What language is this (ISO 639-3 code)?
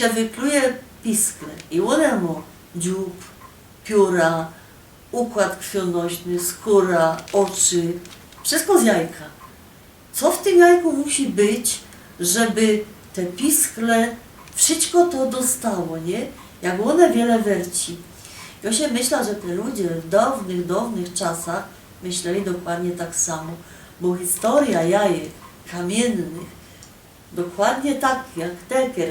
szl